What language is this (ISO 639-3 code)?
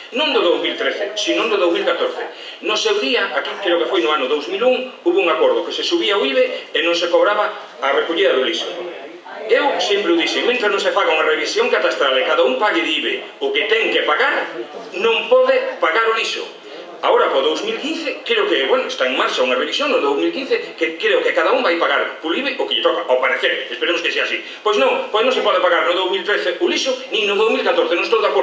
glg